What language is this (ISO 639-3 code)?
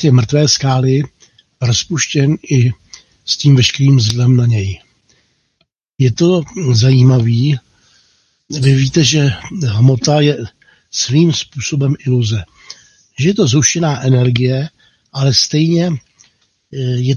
ces